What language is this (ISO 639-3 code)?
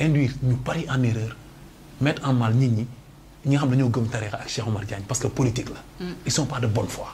wol